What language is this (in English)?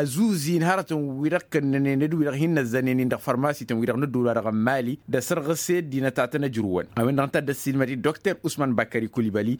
Tamasheq